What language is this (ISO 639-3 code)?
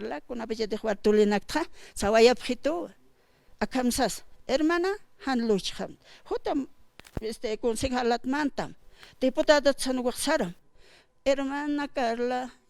aym